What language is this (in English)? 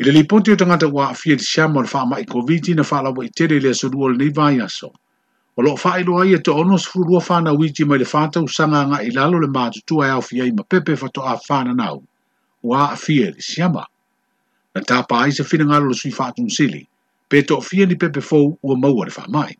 Samoan